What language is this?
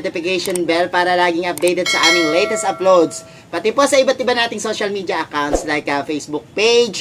Filipino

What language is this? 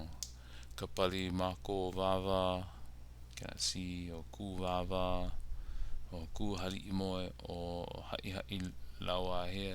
Hawaiian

